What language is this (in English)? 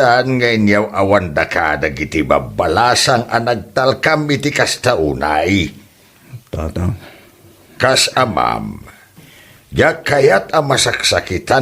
Iloko